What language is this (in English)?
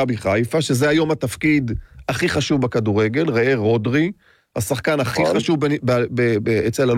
Hebrew